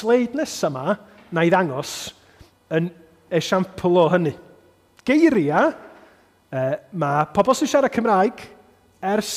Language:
Welsh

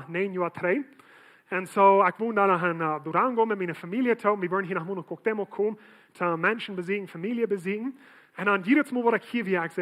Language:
Plautdietsch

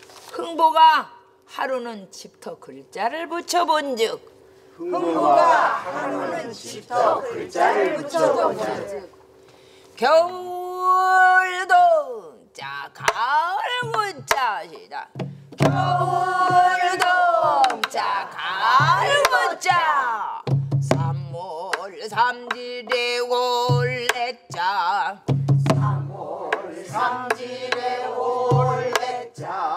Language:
Korean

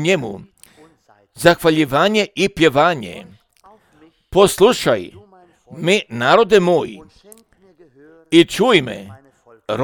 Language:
Croatian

